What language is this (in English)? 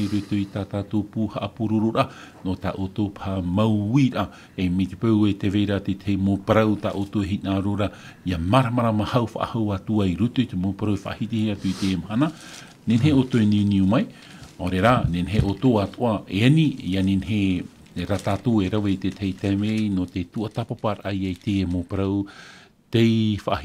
Tahitian